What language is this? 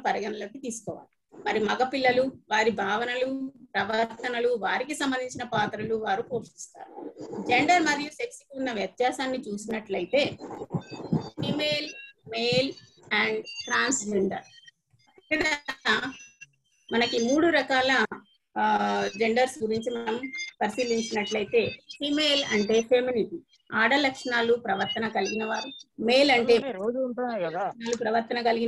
Telugu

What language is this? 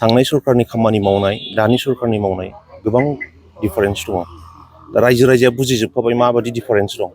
Bodo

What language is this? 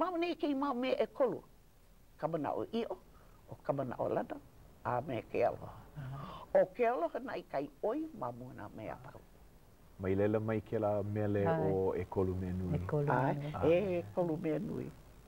Hawaiian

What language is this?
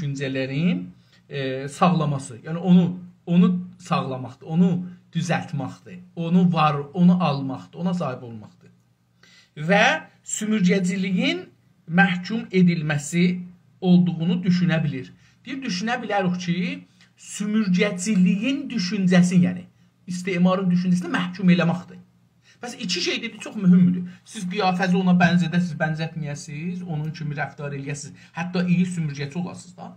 South Azerbaijani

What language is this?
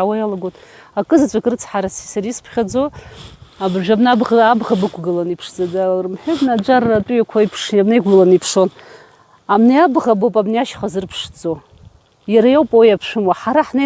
Abkhazian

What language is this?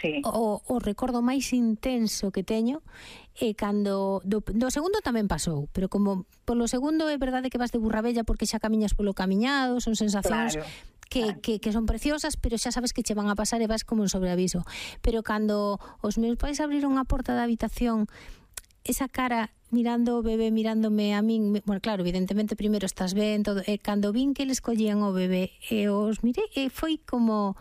Galician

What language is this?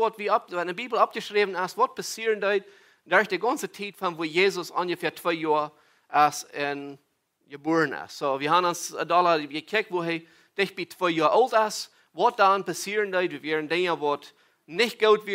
Plautdietsch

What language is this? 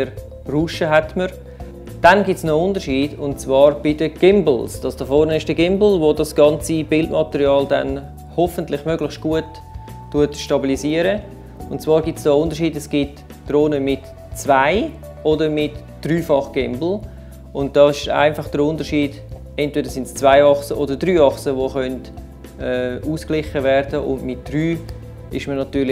Swiss German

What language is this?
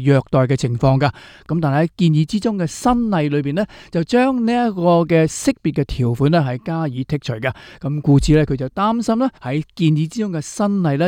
Cantonese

